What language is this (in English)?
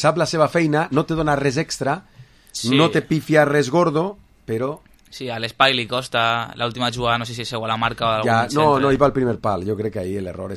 Catalan